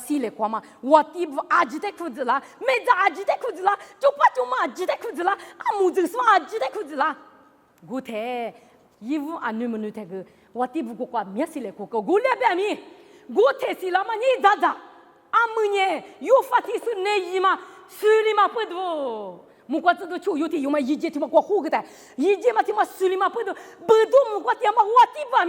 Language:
Lisu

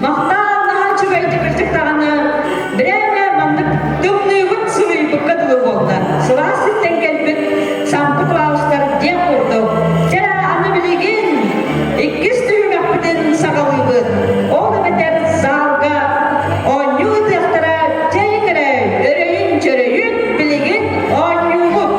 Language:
Yakut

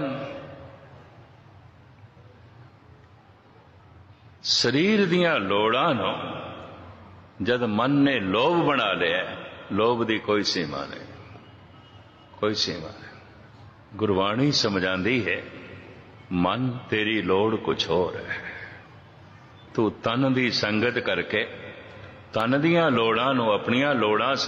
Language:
Punjabi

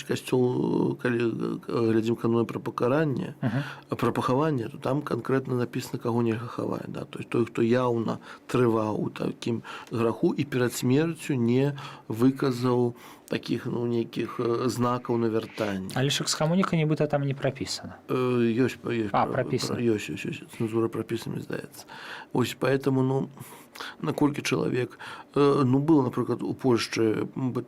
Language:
Belarusian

